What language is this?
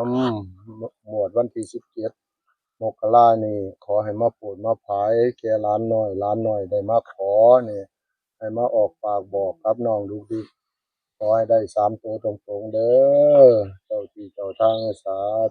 Northeastern Thai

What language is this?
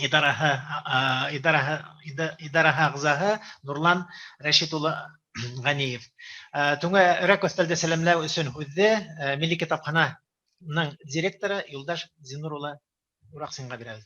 Bashkir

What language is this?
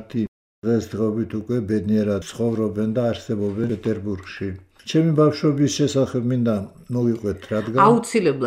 Georgian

